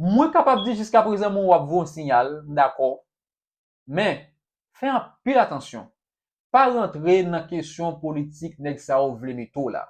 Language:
Haitian Creole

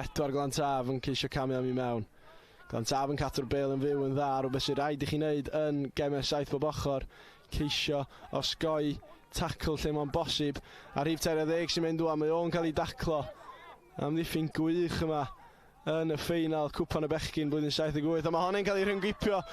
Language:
Welsh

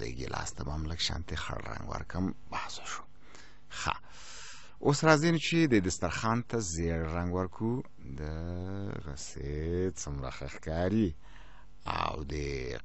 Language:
Pashto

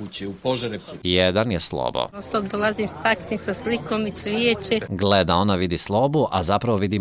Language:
Croatian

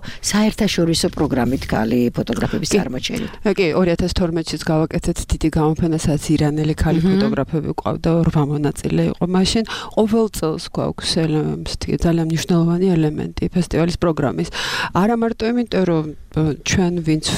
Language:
Georgian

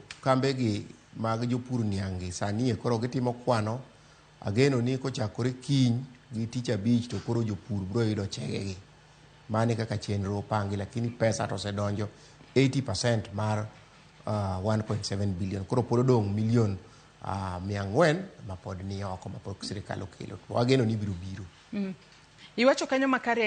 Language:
Luo (Kenya and Tanzania)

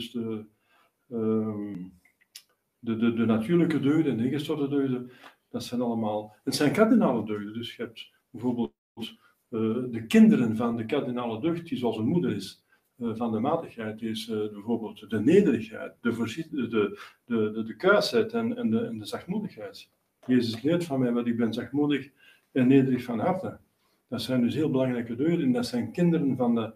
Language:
Dutch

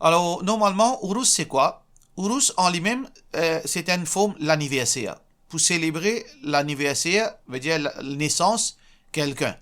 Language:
Morisyen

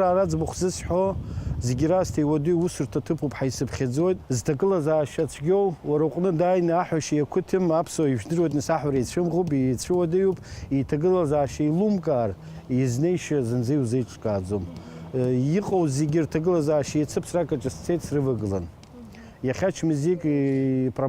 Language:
Abkhazian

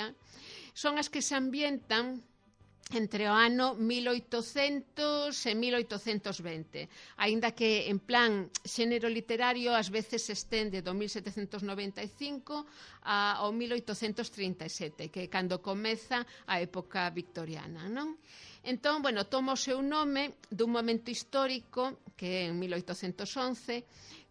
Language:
Galician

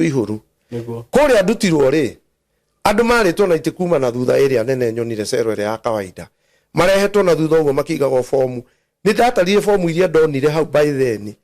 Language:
Kikuyu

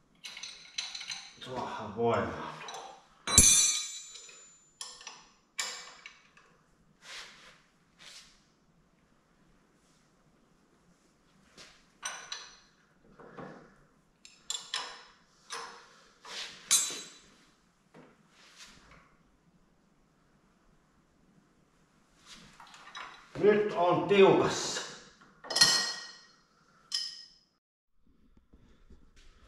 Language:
Finnish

